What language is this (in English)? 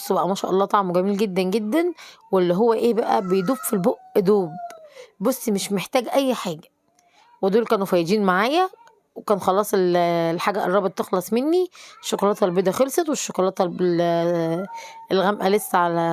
Egyptian Arabic